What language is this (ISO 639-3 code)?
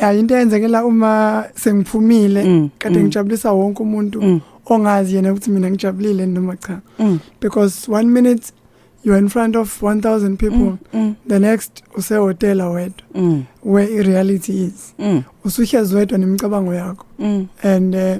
zul